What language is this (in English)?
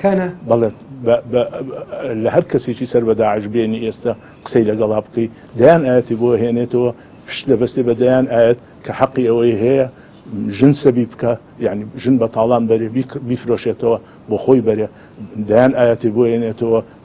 Central Kurdish